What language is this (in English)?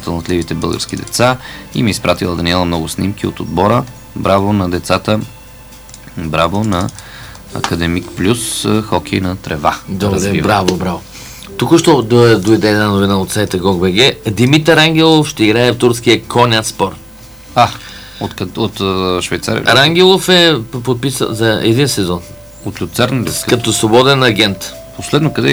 Bulgarian